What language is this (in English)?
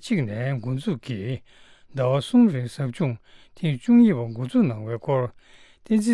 Tibetan